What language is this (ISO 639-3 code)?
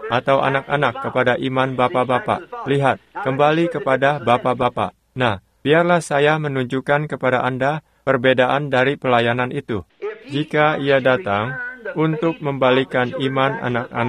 ind